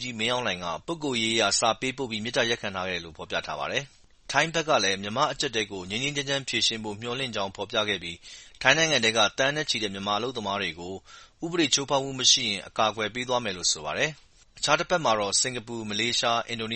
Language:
Burmese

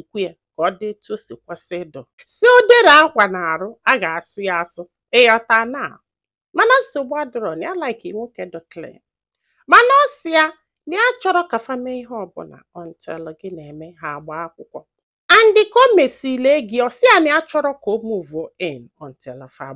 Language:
Igbo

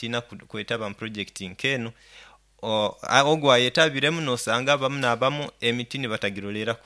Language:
Nyoro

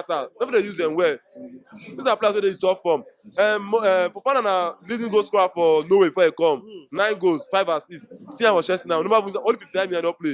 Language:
Nigerian Pidgin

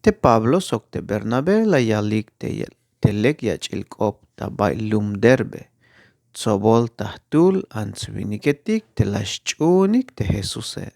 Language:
Tzeltal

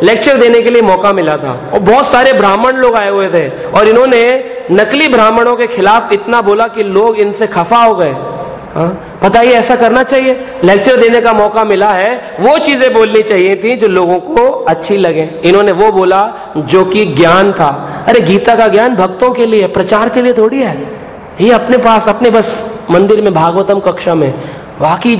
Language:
Hindi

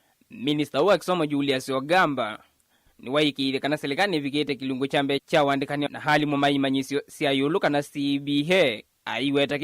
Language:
Kamba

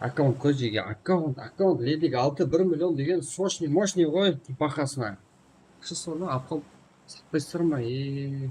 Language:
Kara-Kalpak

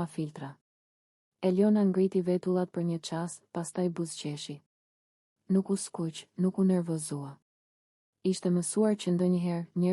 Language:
Albanian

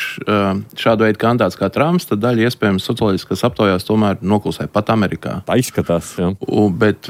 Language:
Latvian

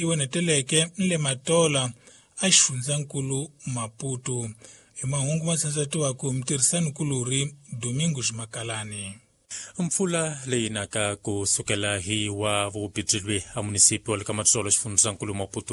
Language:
Tsonga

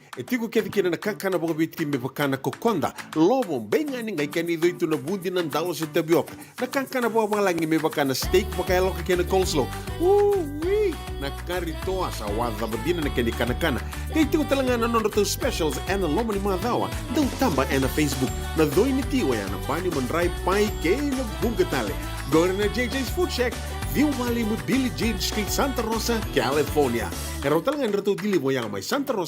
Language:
Fijian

